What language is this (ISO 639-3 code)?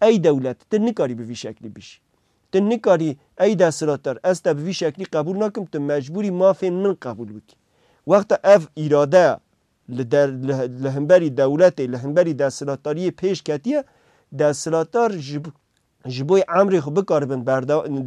kur